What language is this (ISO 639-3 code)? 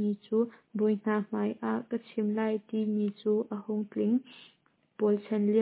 cnh